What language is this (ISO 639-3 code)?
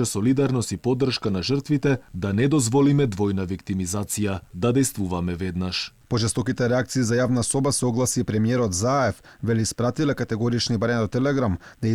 mkd